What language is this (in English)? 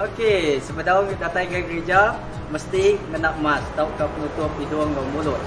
Iban